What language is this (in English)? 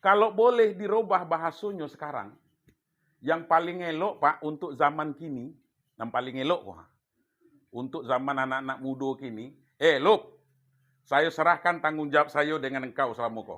Minangkabau